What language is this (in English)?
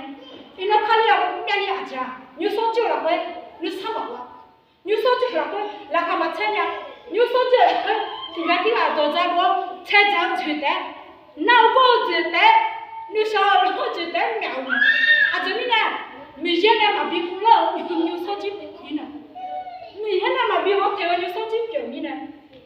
Akha